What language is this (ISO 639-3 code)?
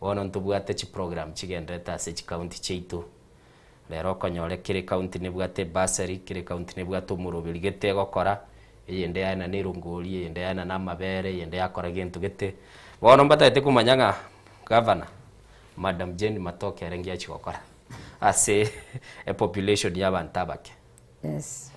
guz